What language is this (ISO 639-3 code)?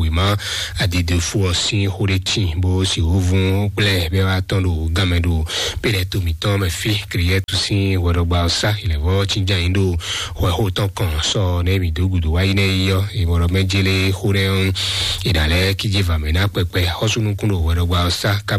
fon